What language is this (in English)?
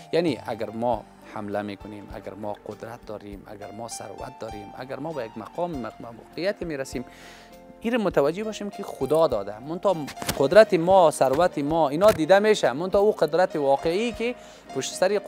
Persian